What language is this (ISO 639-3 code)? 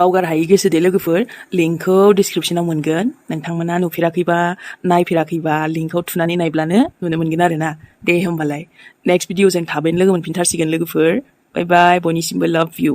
brx